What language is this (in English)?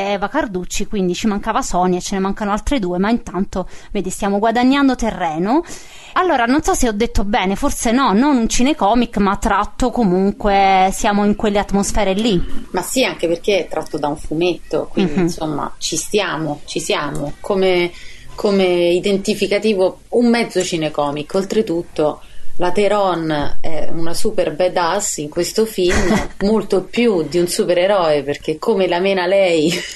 Italian